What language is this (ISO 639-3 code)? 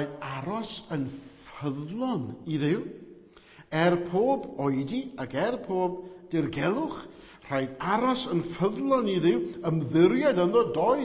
cym